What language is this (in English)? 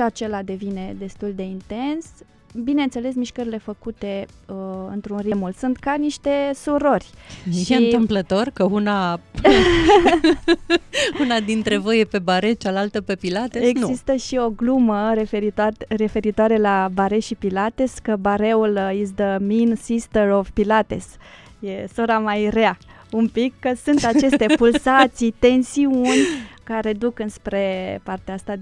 Romanian